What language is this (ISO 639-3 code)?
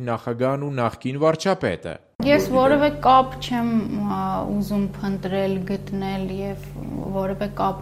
hye